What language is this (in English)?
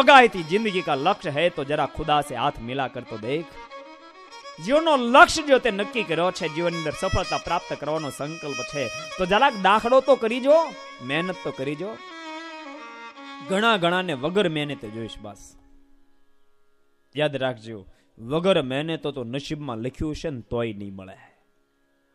Gujarati